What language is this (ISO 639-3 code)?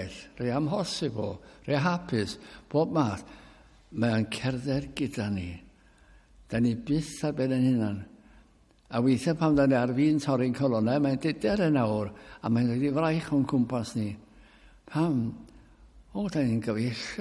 cym